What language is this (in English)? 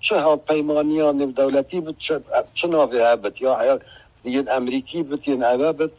Kurdish